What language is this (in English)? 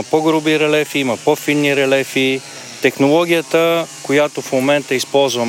Bulgarian